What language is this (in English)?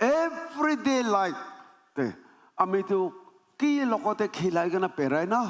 Naga Pidgin